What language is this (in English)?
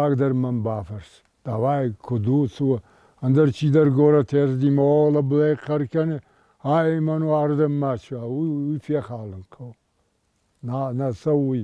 Ossetic